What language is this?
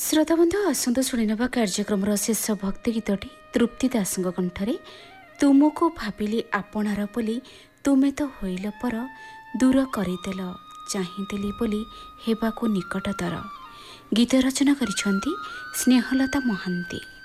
Odia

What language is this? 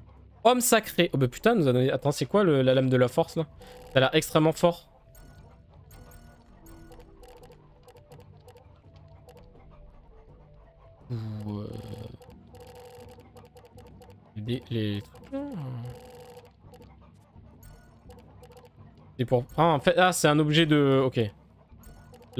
French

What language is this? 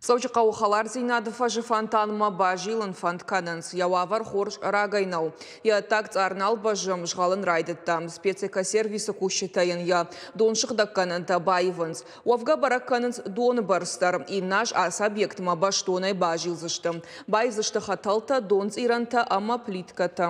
Ossetic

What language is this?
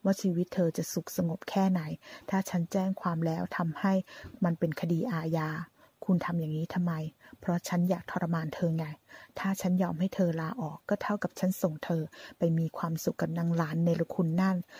Thai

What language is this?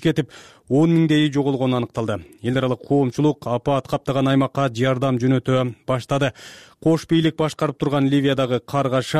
Kyrgyz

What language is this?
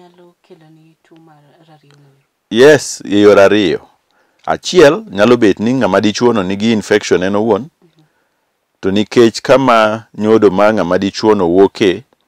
Luo (Kenya and Tanzania)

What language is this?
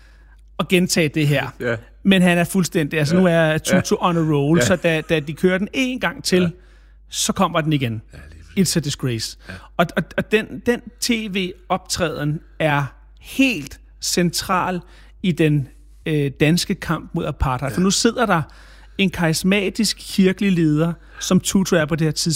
Danish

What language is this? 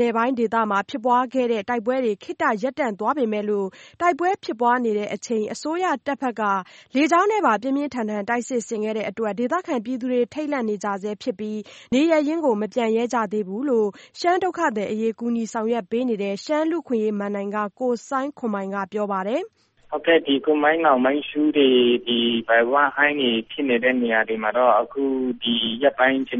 Burmese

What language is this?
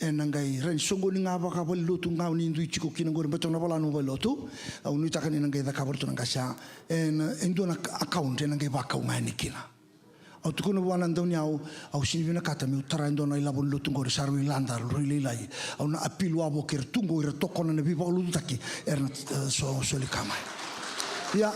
Fijian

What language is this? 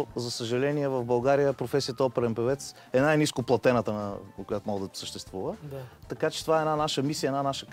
Bulgarian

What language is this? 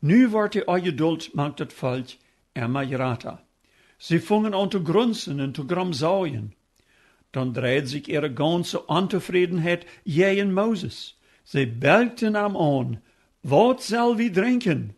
Plautdietsch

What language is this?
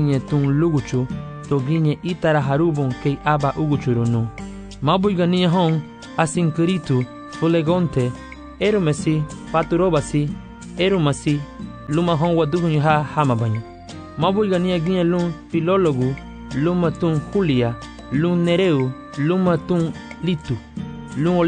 Garifuna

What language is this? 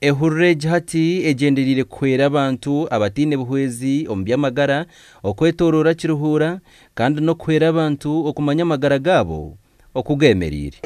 Nyankole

